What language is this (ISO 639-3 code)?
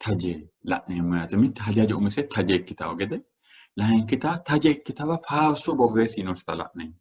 sid